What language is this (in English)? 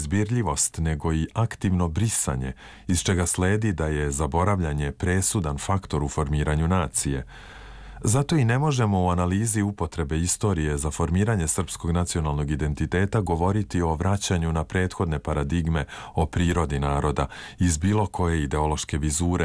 Serbian